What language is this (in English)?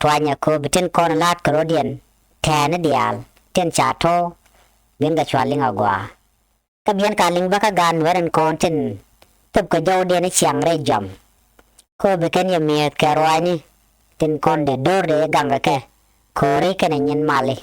Nuer